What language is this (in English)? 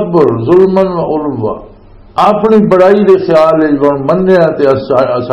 Western Panjabi